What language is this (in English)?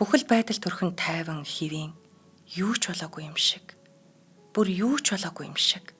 Mongolian